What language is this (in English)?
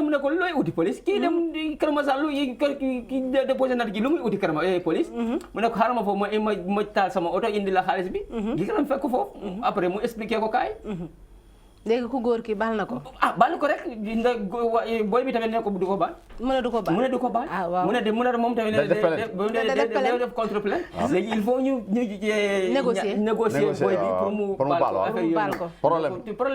Wolof